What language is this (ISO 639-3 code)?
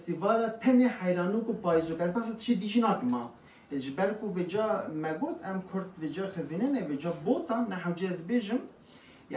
kur